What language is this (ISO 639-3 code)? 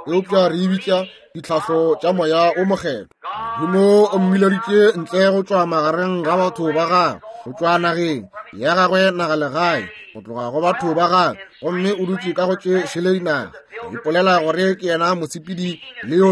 nso